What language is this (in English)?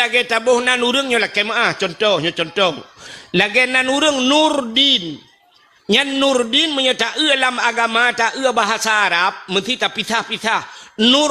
Achinese